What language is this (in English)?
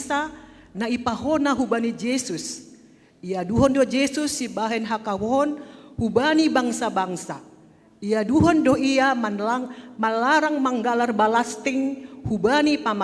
Batak Simalungun